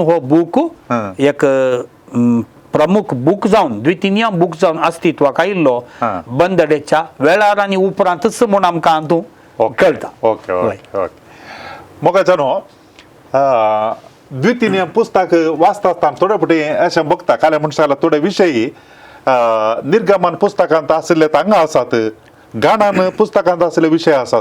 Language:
Konkani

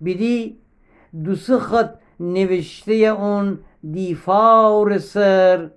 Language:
Gilaki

